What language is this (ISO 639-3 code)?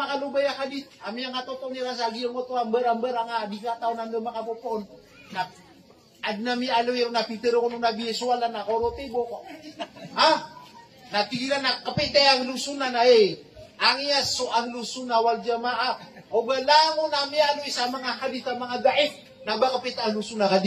mrw